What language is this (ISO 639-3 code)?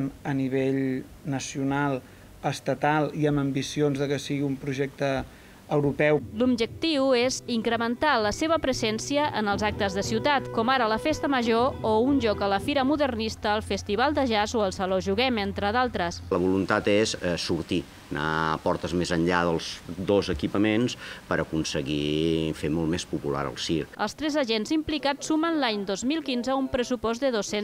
cat